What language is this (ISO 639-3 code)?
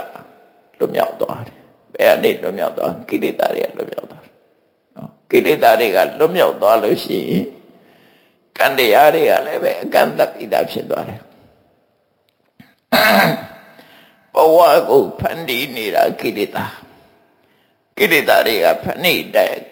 mya